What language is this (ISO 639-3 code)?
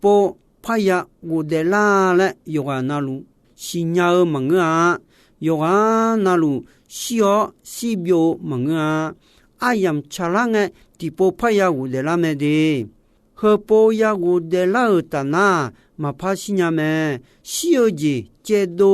ahk